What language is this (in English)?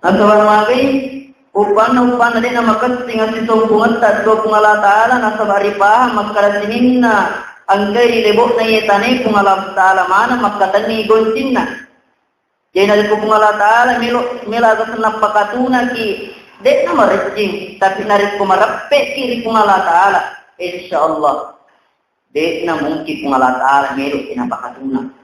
Buginese